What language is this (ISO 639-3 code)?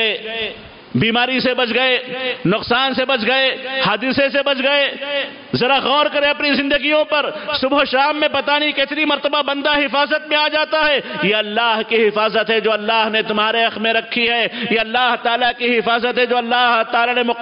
urd